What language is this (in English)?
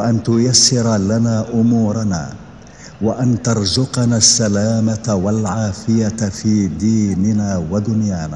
Arabic